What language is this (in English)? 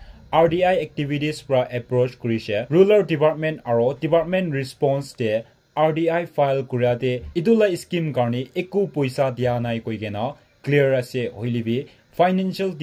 Naga Pidgin